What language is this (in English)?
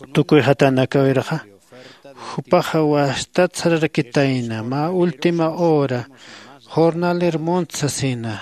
Aymara